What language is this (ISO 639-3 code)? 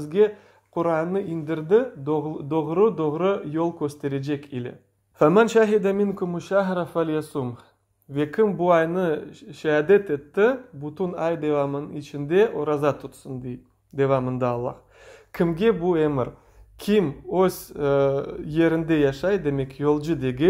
crh